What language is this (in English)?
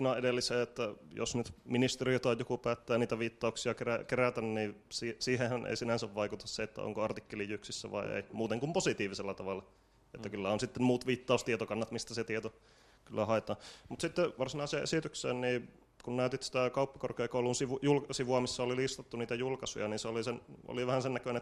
Finnish